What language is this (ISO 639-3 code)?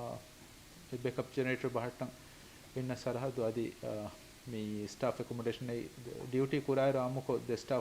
div